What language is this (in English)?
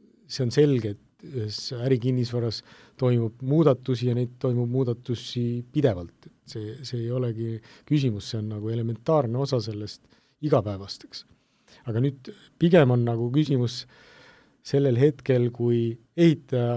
Estonian